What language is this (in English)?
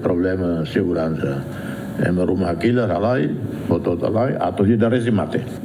Tetum